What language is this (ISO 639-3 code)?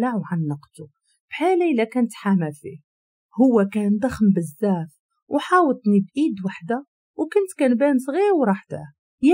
ary